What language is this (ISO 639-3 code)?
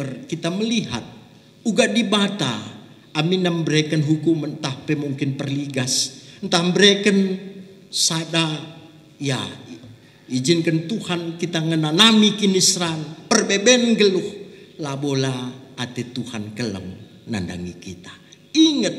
btx